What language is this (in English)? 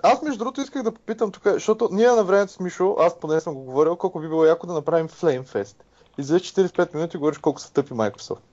Bulgarian